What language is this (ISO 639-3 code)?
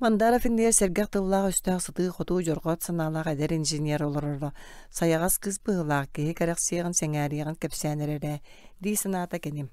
sah